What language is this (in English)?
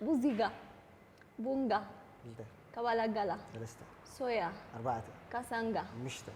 Tigrinya